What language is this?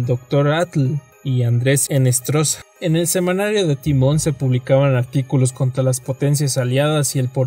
Spanish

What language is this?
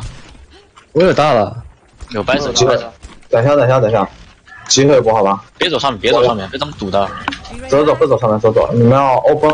Chinese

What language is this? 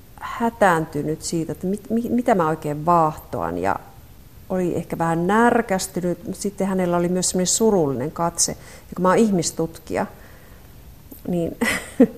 Finnish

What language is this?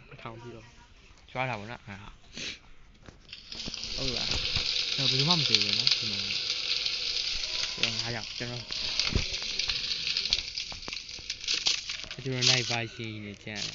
Burmese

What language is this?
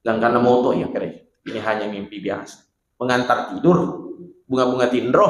Buginese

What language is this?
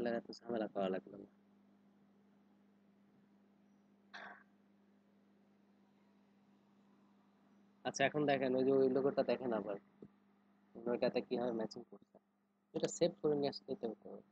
Bangla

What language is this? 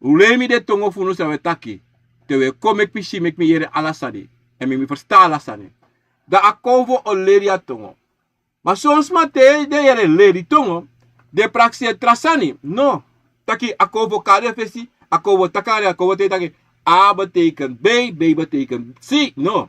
Sranan Tongo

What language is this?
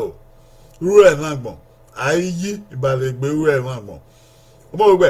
Bini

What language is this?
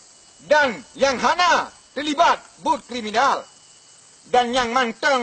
Achinese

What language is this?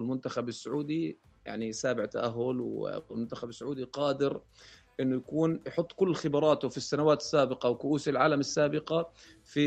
North Levantine Arabic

